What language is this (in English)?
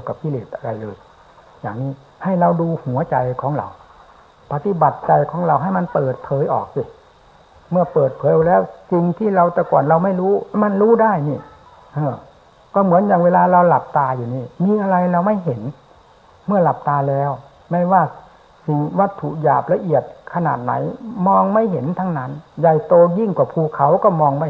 Thai